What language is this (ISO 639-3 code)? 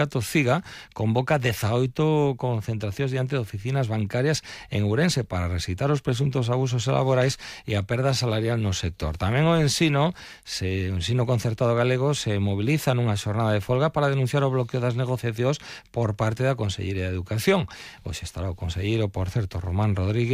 glg